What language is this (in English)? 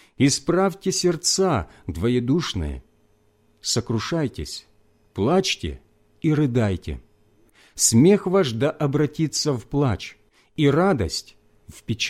Russian